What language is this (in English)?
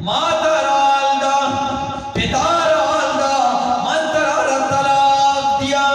Eastern Balochi